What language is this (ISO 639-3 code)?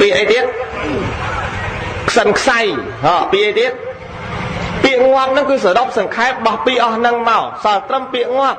khm